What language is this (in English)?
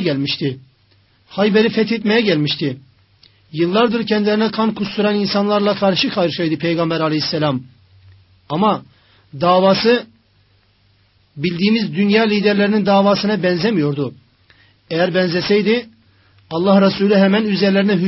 Turkish